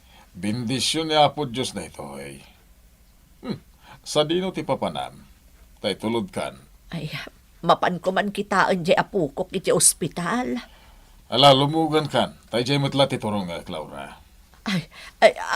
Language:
Iloko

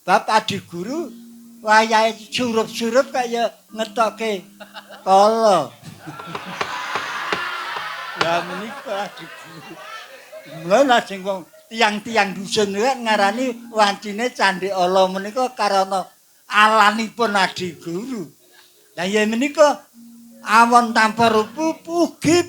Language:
Javanese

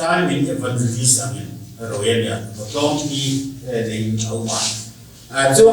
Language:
Hmar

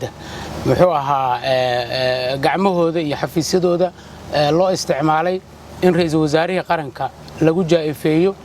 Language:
Somali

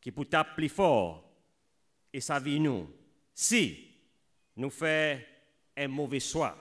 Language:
Seselwa Creole French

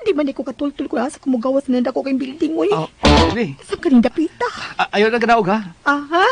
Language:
Cebuano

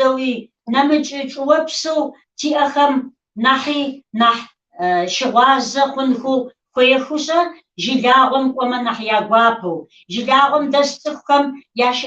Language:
Kabardian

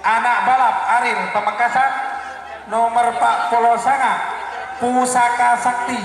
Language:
Madurese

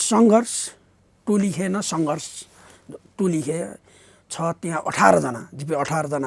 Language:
Newari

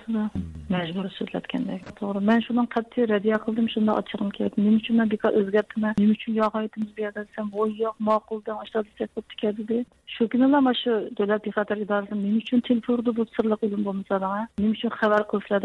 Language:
Uyghur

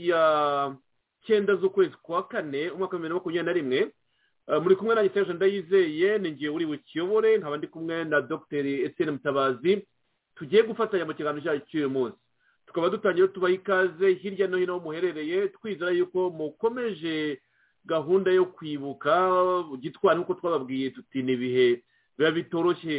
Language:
Kinyarwanda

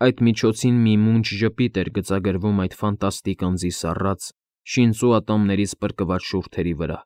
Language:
Armenian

